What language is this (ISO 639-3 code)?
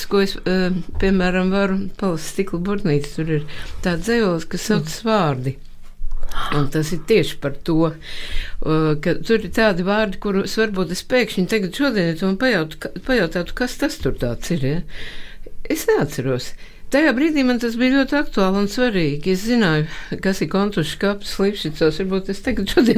lav